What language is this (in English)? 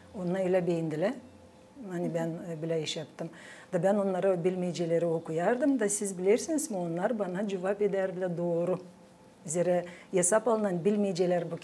Gagauz